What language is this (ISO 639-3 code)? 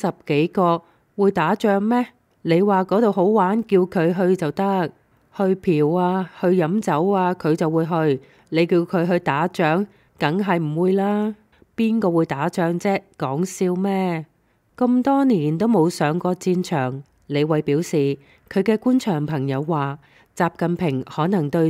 yue